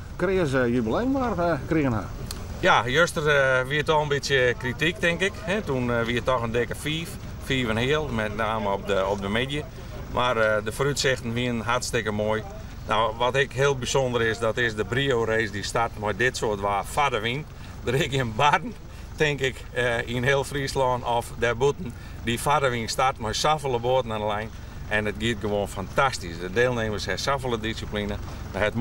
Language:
Western Frisian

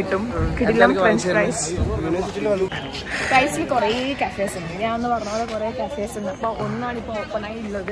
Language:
Malayalam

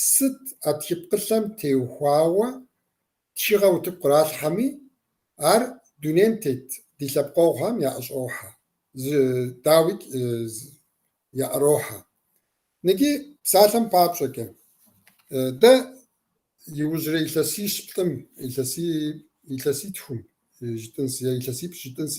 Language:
Kabardian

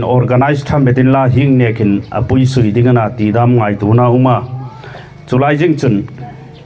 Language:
Hmar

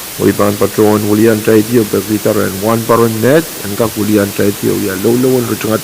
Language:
Pohnpeian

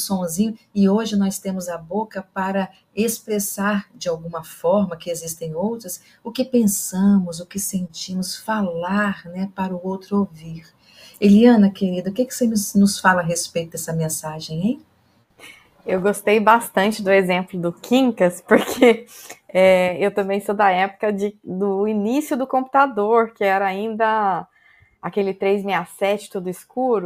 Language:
Portuguese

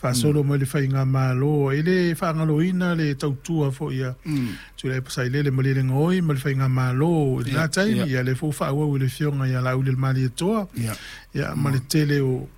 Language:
Samoan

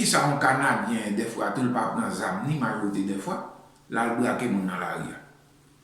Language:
Haitian Creole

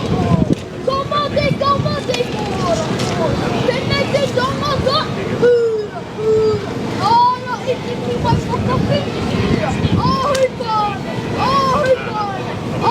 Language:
Māori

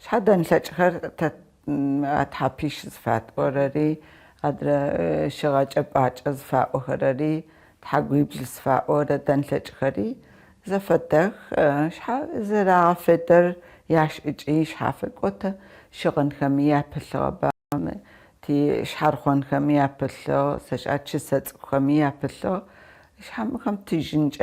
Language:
Adyghe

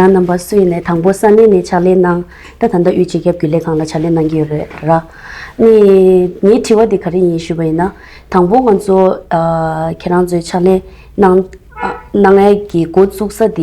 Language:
Tibetan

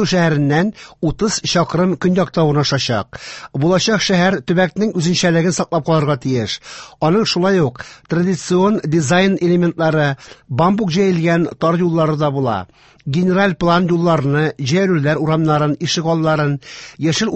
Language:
Tatar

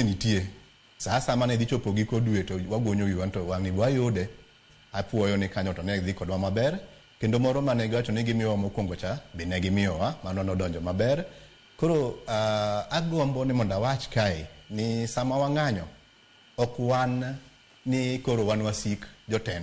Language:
Luo (Kenya and Tanzania)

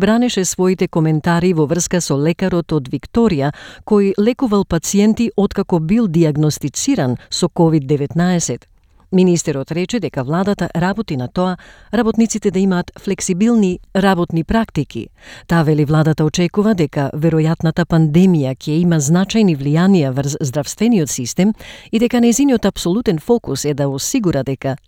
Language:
Macedonian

